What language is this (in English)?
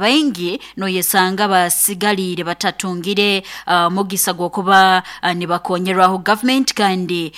Nyoro